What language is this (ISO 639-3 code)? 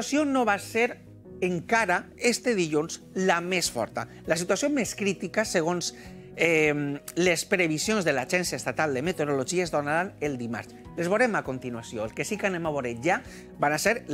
cat